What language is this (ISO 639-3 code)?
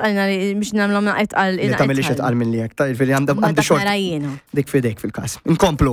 mlt